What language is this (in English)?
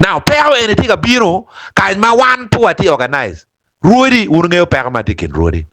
Acoli